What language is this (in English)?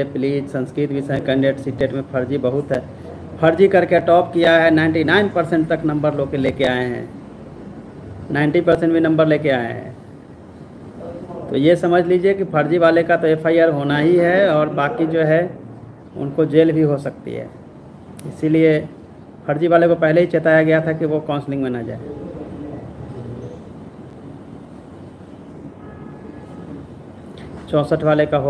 Hindi